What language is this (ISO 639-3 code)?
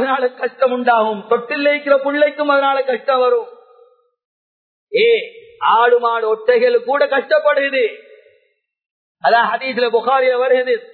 tam